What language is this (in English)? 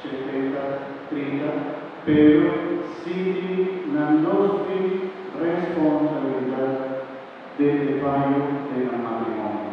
Papiamento